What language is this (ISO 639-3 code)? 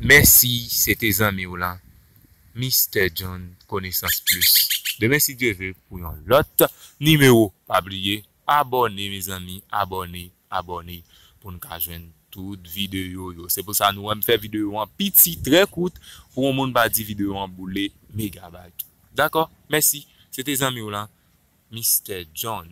hat